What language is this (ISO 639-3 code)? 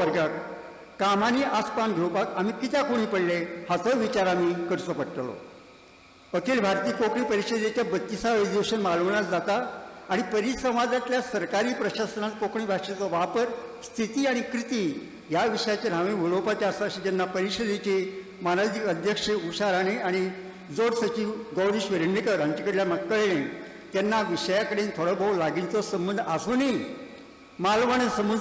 kok